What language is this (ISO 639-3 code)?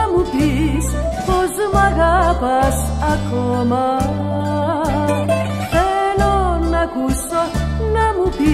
ell